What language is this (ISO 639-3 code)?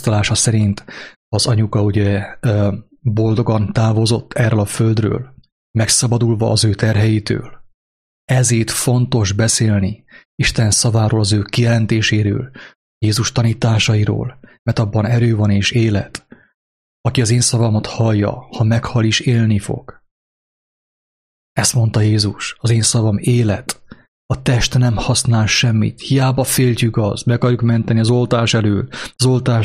hun